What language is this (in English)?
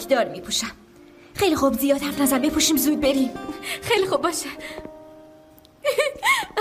Persian